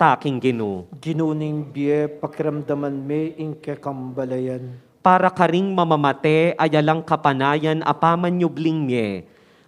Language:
Pampanga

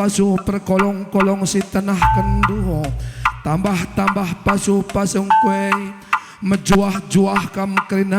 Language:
Batak Karo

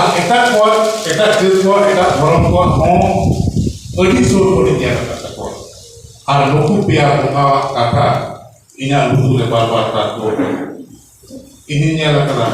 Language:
Santali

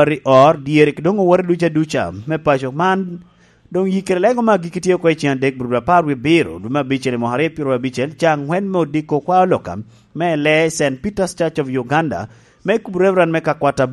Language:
Lango (Uganda)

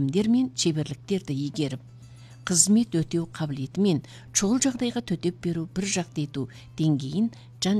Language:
Kazakh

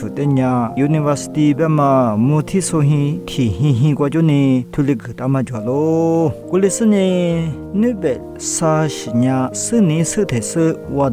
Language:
Lisu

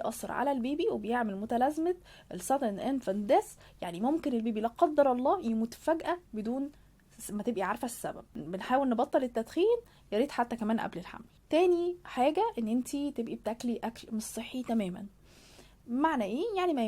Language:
Egyptian Arabic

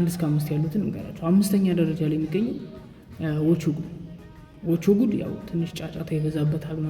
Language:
Amharic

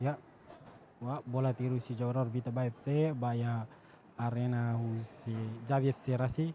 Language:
Tetum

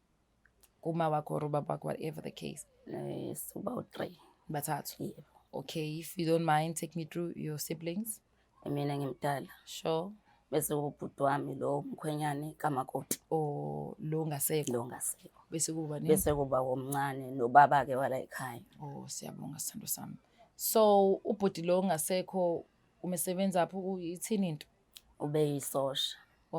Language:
Zulu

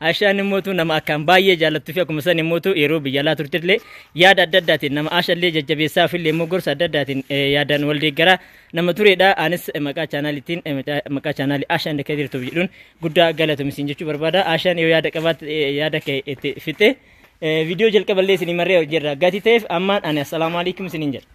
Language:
Oromo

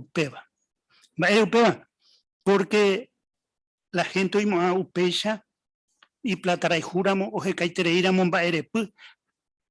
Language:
Guarani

